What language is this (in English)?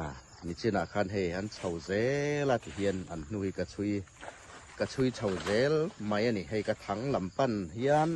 Hmar